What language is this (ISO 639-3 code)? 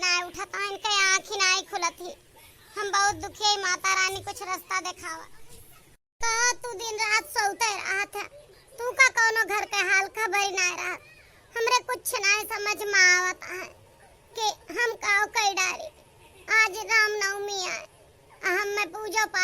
awa